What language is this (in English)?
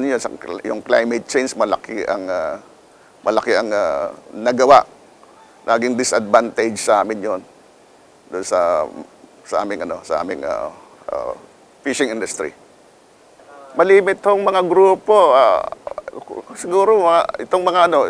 Filipino